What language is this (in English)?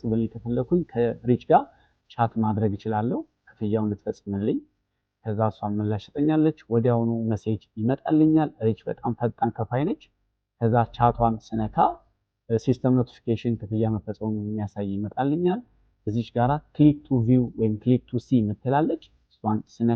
Amharic